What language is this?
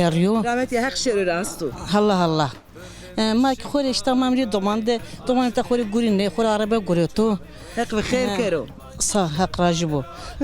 Zaza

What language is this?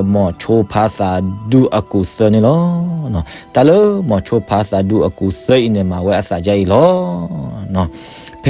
S'gaw Karen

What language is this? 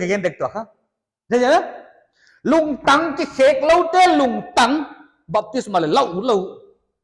Paite Chin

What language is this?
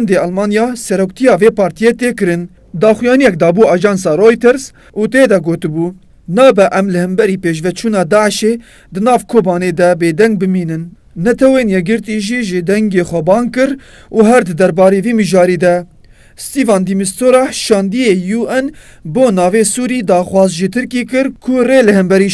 Kurdish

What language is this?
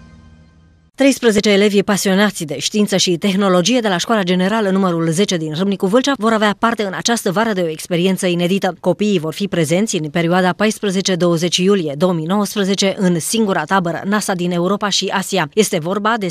Romanian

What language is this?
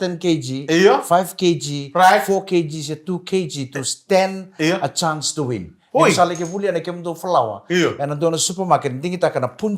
Fijian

